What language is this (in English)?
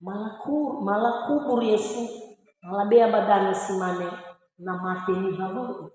Nias